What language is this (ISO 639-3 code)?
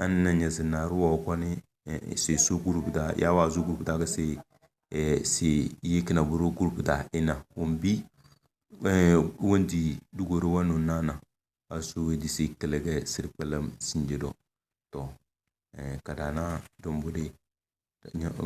kdh